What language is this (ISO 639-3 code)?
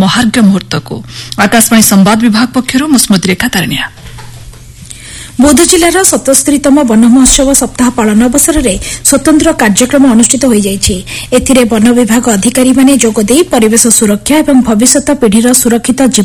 ori